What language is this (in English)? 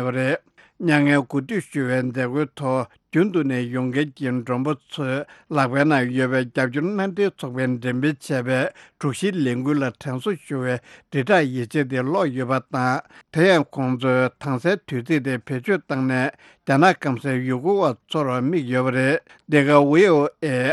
Tibetan